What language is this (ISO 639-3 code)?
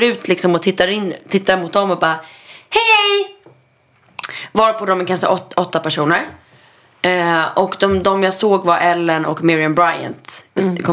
swe